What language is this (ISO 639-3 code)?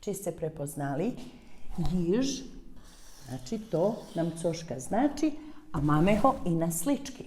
rue